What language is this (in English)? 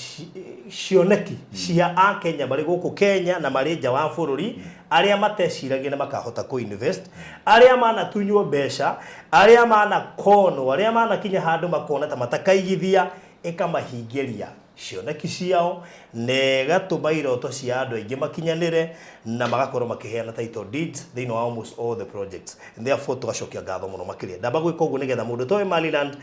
Kikuyu